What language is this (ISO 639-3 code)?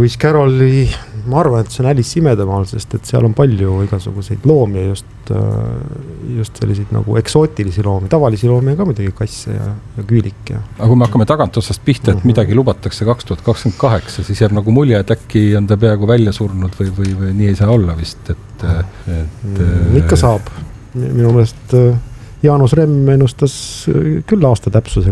est